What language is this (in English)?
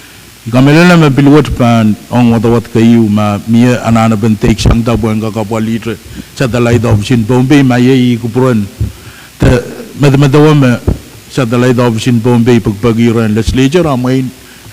Pohnpeian